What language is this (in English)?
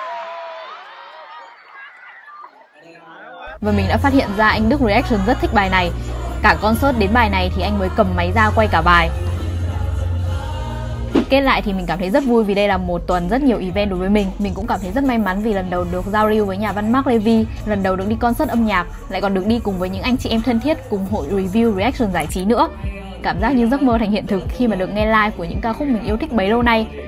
Vietnamese